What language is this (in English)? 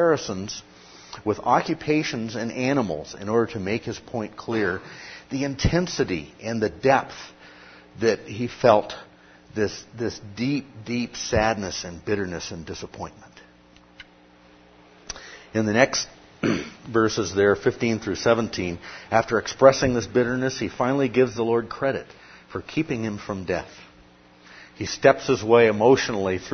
English